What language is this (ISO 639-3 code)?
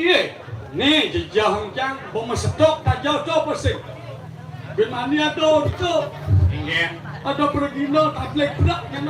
ban